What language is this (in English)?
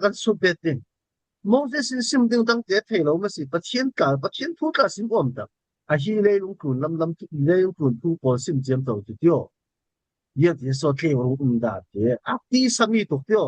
Falam Chin